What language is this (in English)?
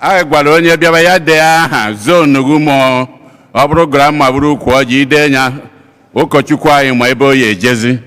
Igbo